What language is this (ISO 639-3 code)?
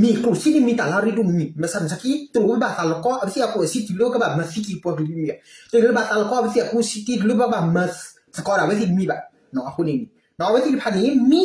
ksw